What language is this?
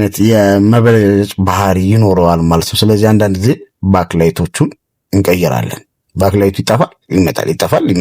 Amharic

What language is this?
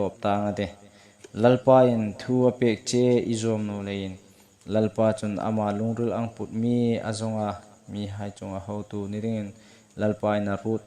Hmar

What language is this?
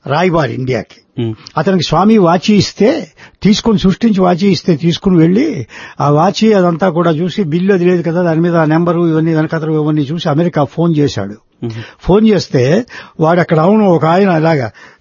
Telugu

